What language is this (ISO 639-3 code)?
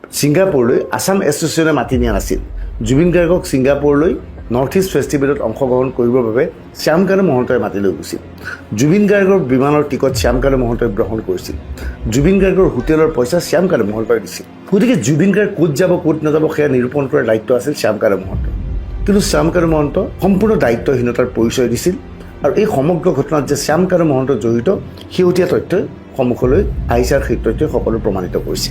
asm